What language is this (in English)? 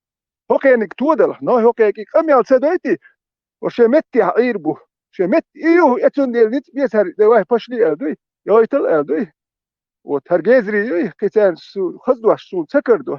Chechen